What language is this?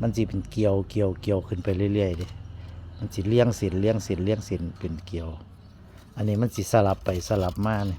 Northeastern Thai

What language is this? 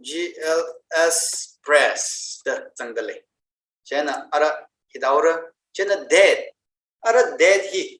Tangkhul Naga (India)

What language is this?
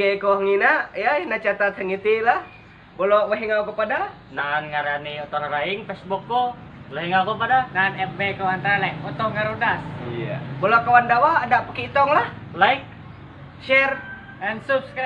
Ma'anyan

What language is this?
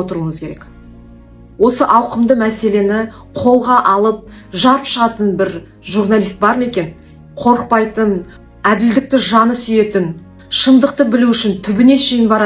Kazakh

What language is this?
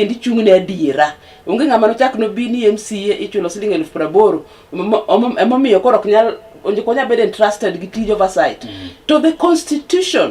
Luo (Kenya and Tanzania)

